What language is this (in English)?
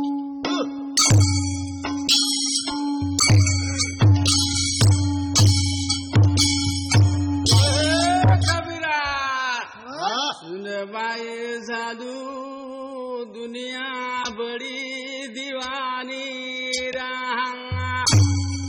Lambadi